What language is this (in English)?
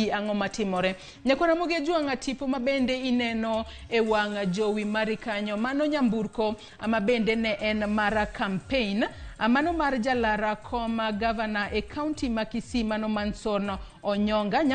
Luo (Kenya and Tanzania)